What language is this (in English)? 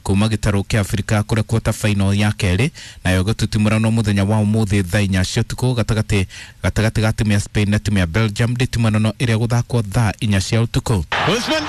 Kikuyu